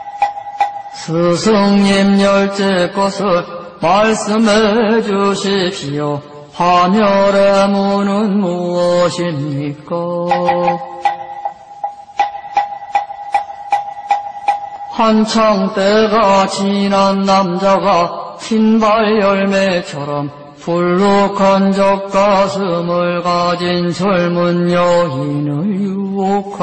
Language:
Korean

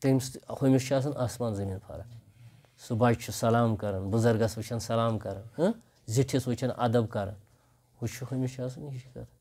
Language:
Kashmiri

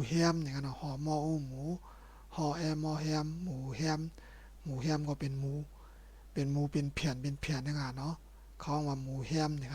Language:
Shan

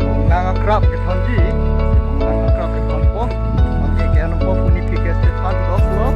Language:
Karbi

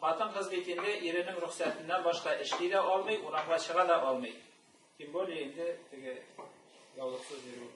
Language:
Tatar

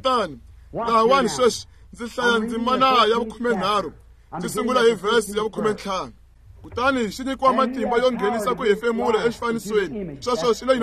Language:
Tsonga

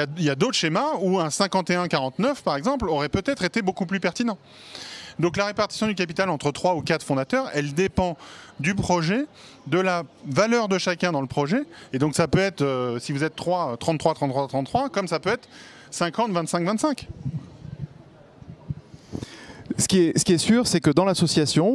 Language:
French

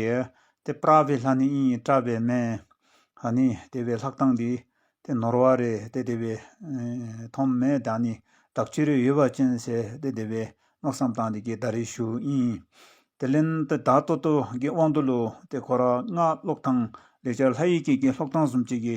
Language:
Dzongkha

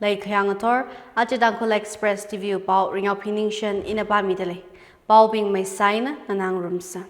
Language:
Tangkhul Naga (India)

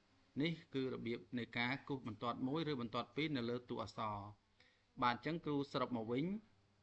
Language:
Khmer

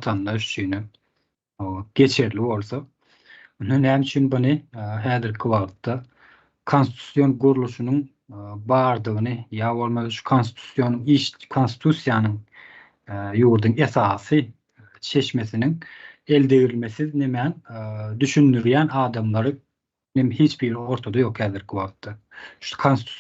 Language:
Turkmen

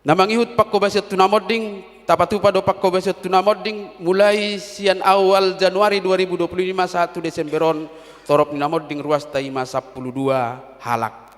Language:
Batak Toba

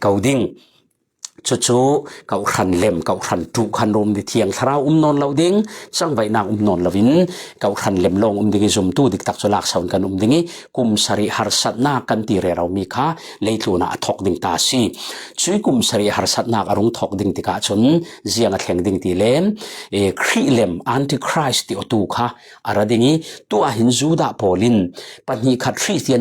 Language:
Falam Chin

